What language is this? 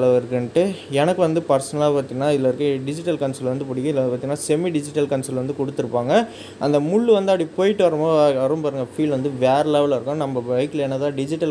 Tamil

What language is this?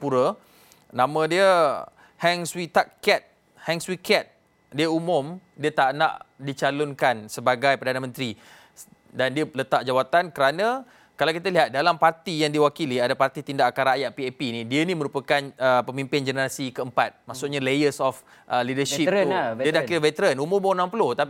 Malay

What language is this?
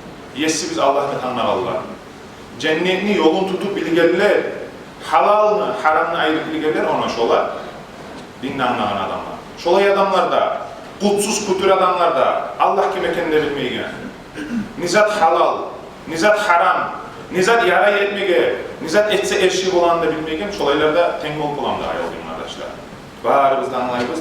Kumyk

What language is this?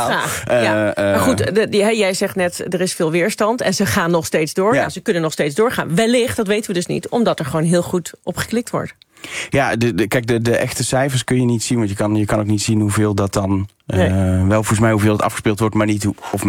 Dutch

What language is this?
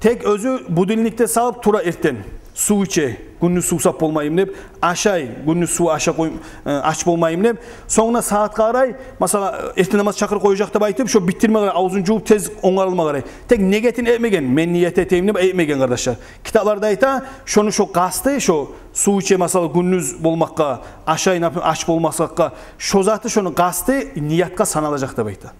Kumyk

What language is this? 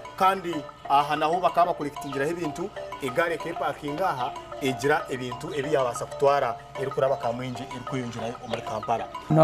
Nyankole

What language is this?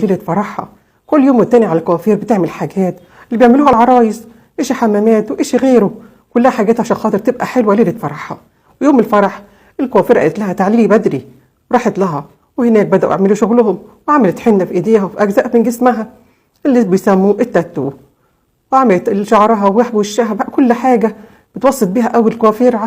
Egyptian Arabic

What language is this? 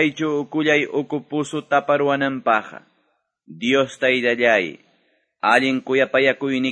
Quechua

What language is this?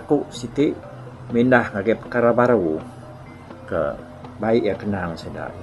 Iban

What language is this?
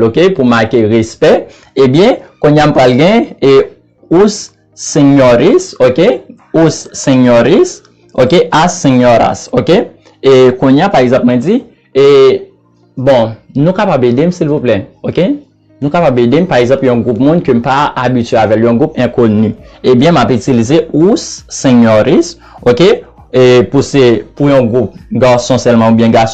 Haitian Creole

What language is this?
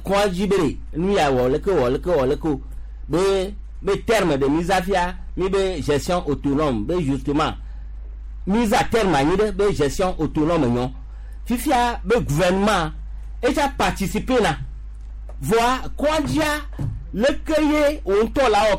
Gen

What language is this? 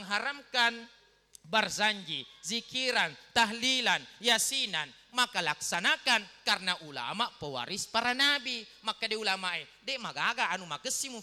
Buginese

